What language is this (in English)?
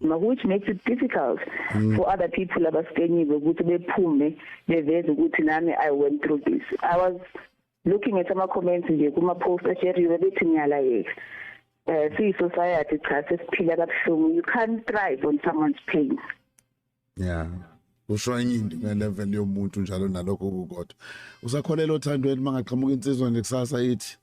Zulu